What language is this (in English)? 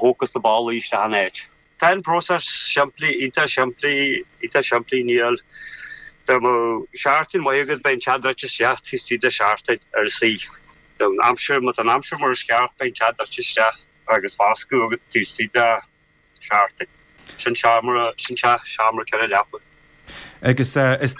Irish